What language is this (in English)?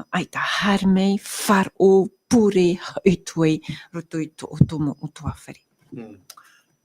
Tahitian